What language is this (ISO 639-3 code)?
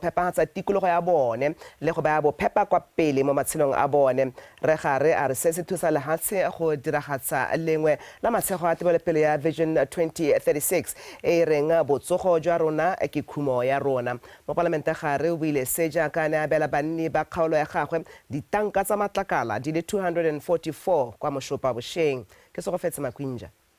tsn